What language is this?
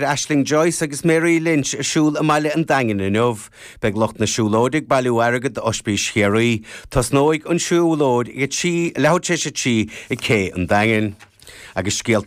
Irish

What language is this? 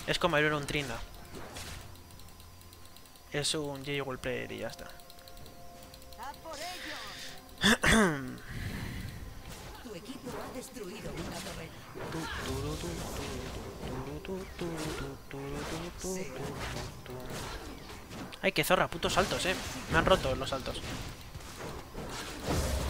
Spanish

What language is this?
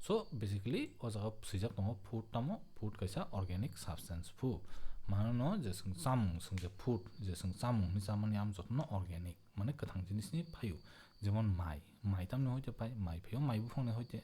Kok Borok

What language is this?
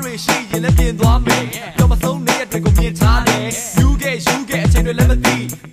Burmese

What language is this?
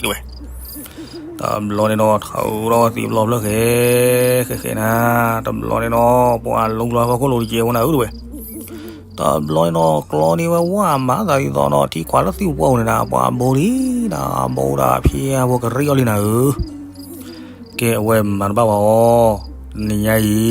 S'gaw Karen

